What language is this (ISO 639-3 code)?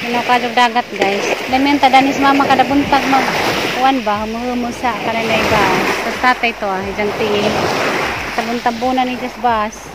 ceb